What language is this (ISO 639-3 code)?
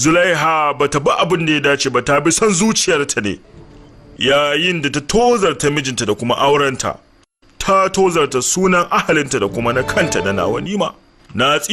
hau